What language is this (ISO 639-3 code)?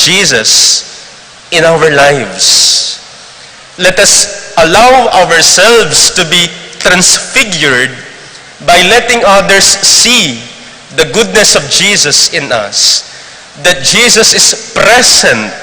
pam